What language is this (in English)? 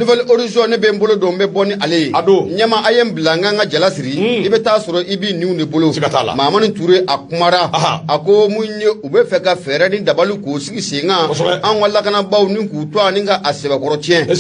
Bambara